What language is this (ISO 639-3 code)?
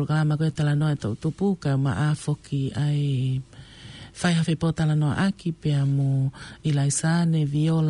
ton